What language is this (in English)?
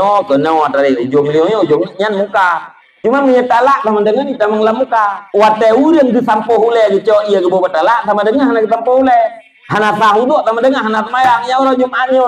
Achinese